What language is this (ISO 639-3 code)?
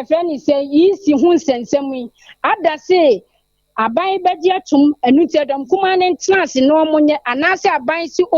aka